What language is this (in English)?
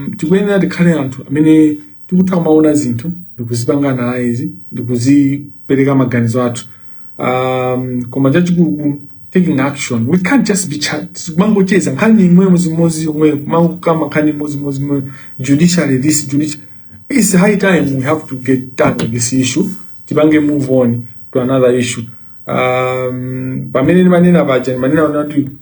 Nyanja